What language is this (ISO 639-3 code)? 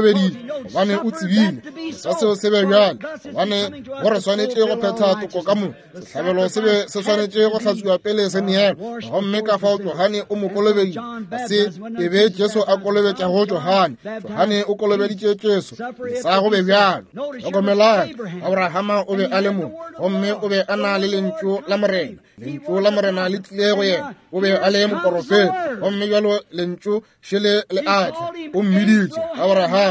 nso